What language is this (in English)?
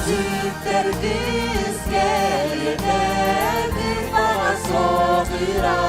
Yakut